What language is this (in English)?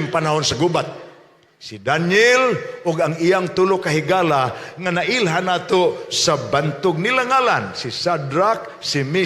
Cebuano